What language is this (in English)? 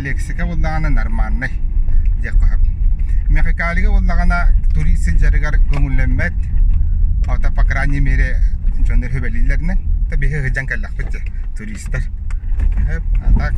Yakut